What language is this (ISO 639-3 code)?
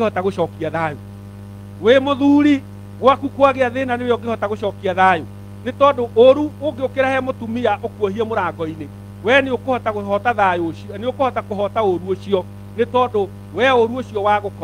kik